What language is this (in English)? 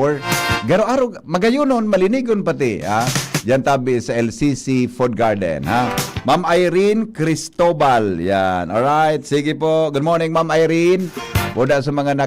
Bikol